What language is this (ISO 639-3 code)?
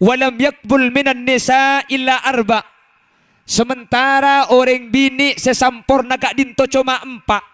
mad